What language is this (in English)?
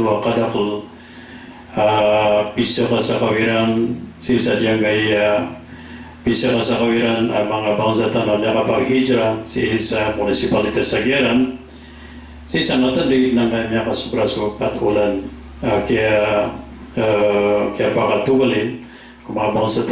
Maranao